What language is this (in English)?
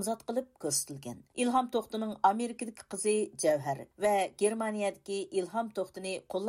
Uyghur